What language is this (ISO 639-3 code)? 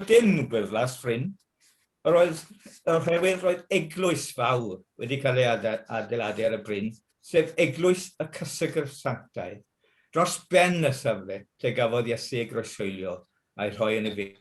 cym